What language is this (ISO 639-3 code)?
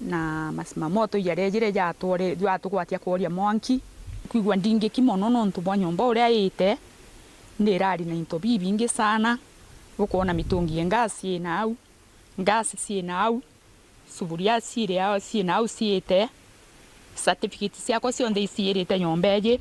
mer